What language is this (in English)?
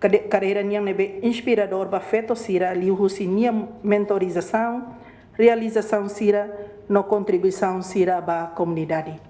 Tetum